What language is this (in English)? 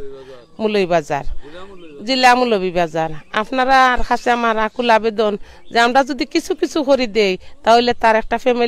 Sylheti